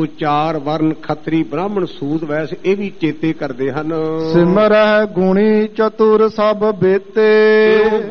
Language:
Punjabi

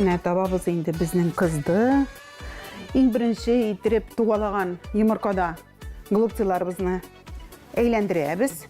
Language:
Tatar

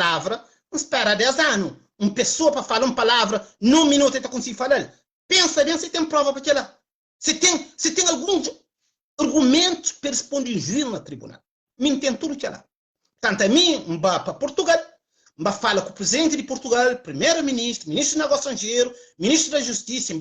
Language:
Kabuverdianu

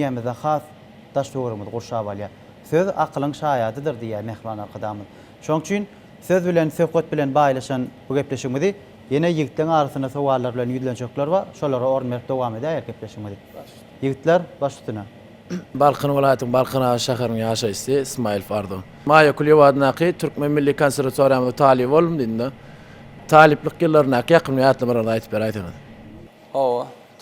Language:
Turkmen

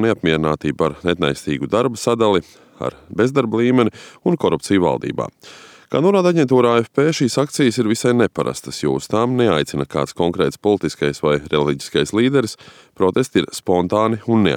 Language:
Latvian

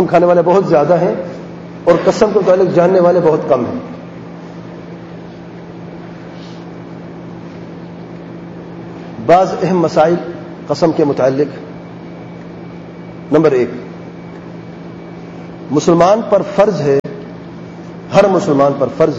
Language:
Urdu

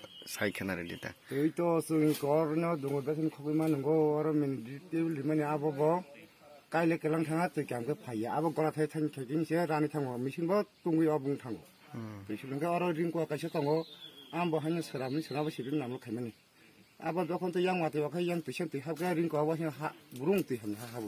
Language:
Kok Borok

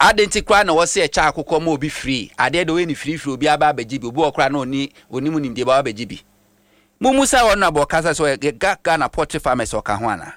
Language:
Akan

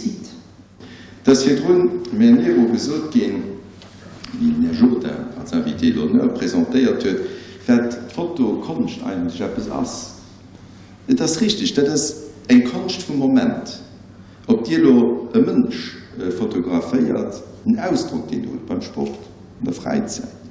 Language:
Luxembourgish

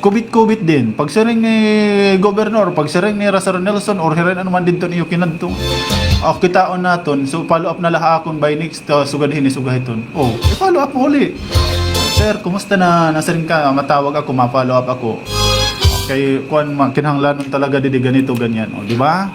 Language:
Waray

